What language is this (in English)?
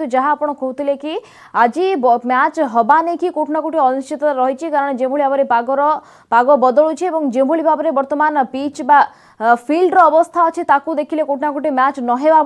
Odia